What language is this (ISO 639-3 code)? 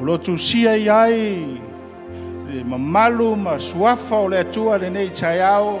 smo